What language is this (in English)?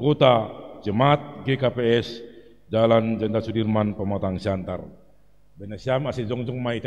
Batak Simalungun